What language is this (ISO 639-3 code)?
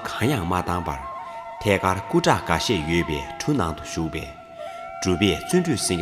bod